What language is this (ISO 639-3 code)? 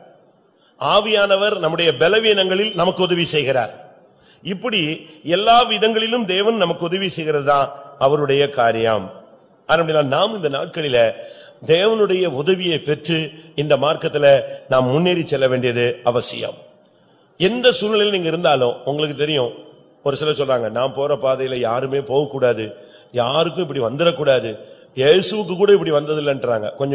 tam